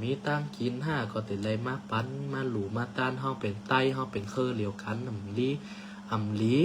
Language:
Shan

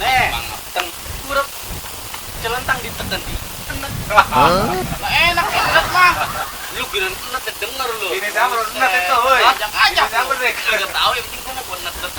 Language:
Betawi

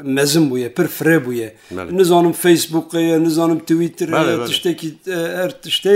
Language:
Kurdish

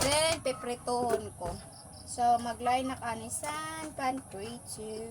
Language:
Waray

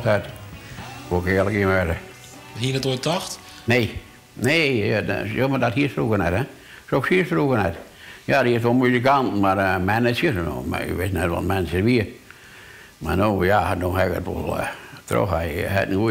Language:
Western Frisian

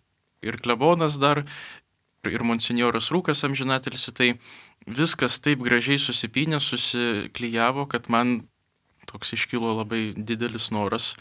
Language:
Lithuanian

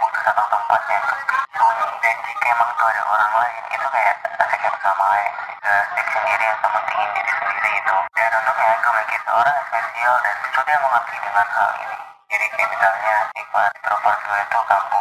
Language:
Indonesian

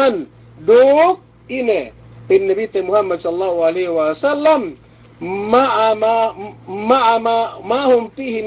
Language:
Yakan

